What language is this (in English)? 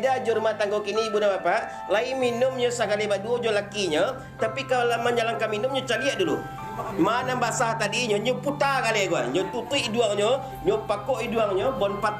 Minangkabau